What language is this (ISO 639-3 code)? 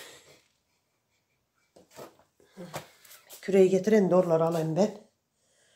tur